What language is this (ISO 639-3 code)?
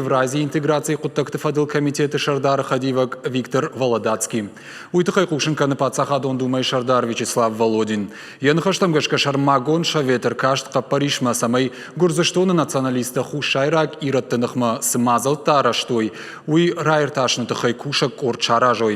oss